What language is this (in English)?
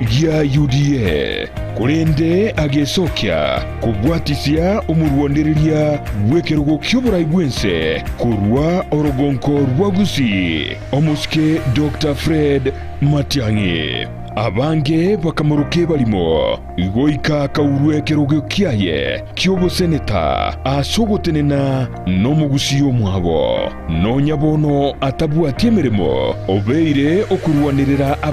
Gusii